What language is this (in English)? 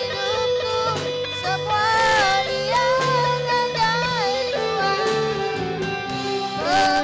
Iban